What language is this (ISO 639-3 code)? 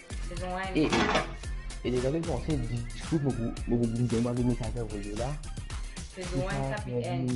mfe